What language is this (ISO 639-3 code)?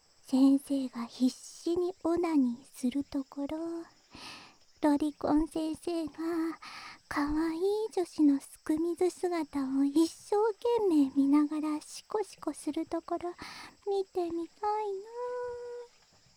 jpn